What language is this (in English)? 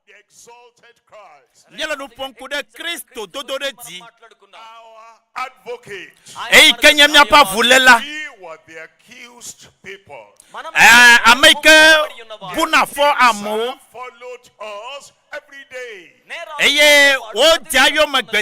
Ewe